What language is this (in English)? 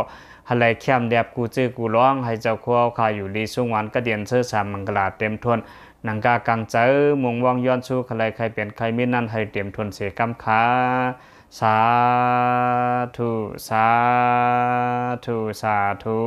Shan